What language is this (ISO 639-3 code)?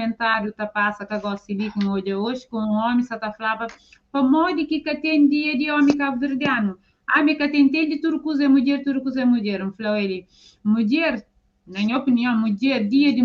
kea